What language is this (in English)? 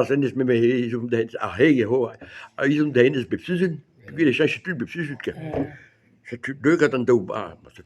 Breton